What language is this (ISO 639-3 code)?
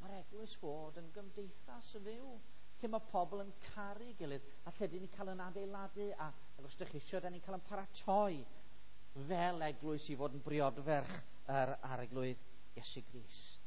cym